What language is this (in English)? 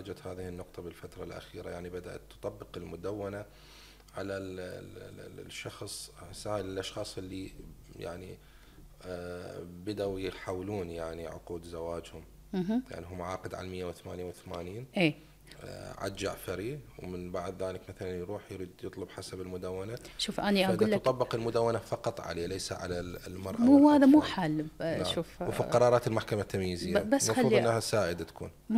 Mesopotamian Arabic